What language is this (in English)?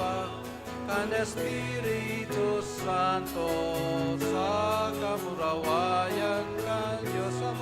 Bikol